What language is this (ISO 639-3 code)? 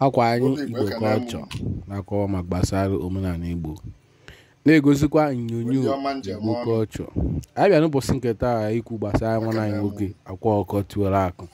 ibo